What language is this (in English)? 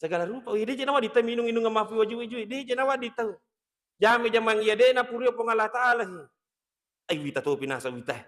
Buginese